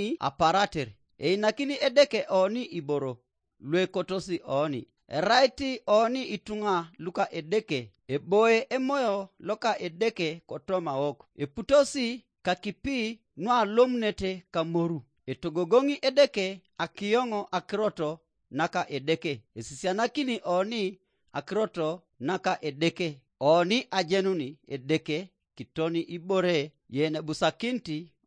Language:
Teso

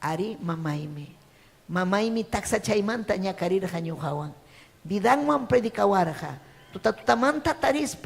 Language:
Ayacucho Quechua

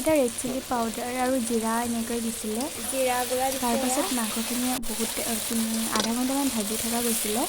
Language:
Assamese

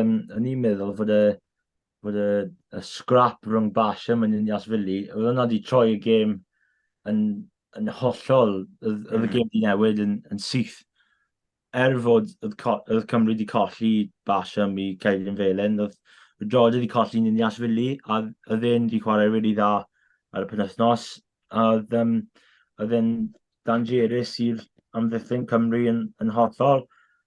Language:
Welsh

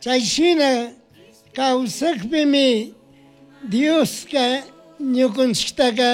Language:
Chimborazo Highland Quichua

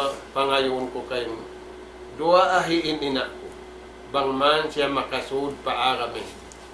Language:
Tausug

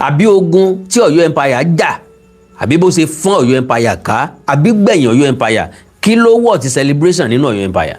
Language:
Yoruba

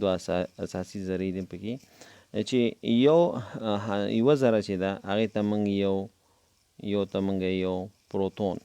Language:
Pashto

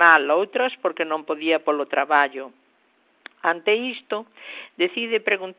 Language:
Galician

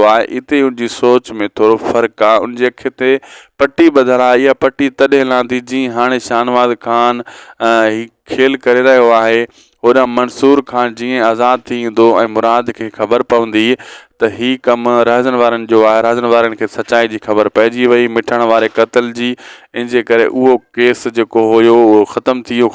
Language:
Sindhi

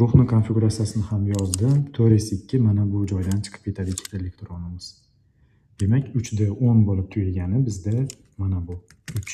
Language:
Uzbek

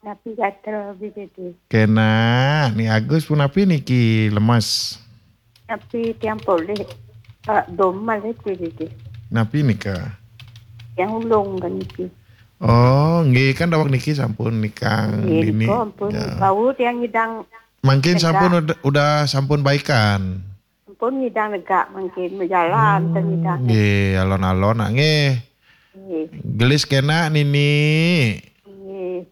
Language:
Balinese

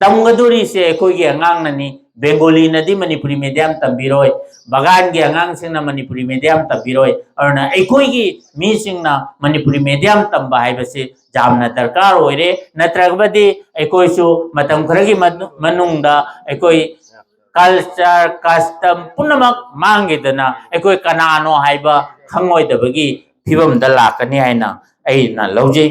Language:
Manipuri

